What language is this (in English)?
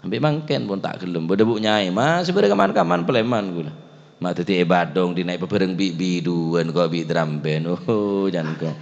Madurese